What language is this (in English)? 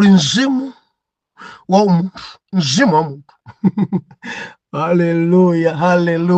Nyanja